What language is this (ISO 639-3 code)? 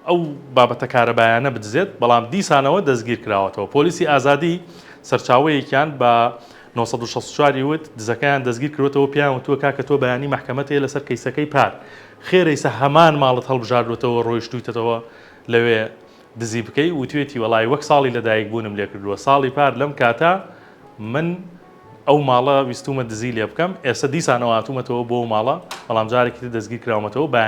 ckb